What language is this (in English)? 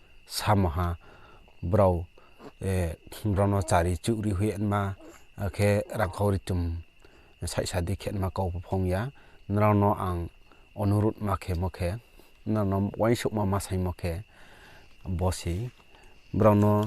Riang (India)